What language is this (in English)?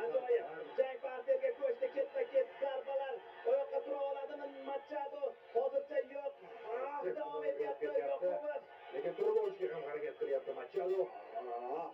Uzbek